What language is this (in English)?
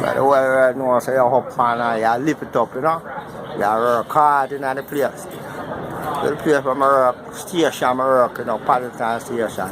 Jamaican Creole English